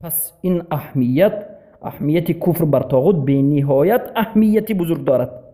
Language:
Persian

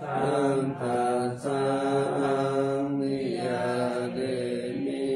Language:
Pali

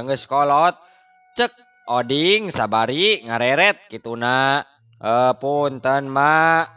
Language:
Sundanese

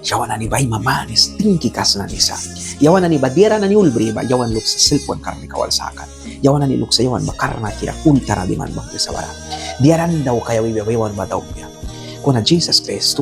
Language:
Mískito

